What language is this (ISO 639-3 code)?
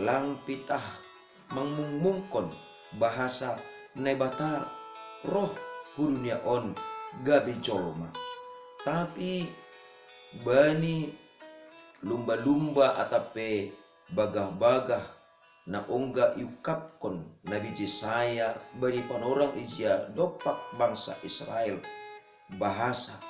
bts